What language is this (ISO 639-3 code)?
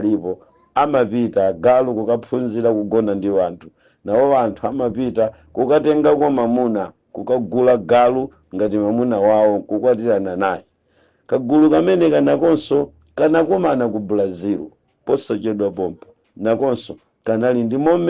nya